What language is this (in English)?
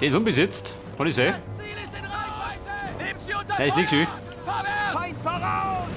Bavarian